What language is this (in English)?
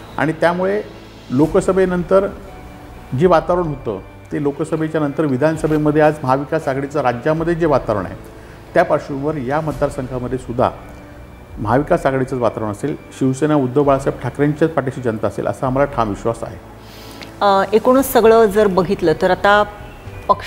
Marathi